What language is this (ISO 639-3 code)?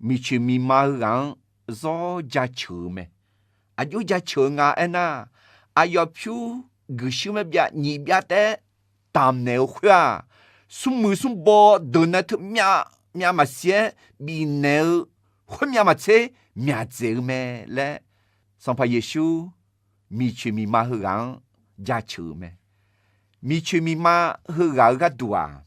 ahk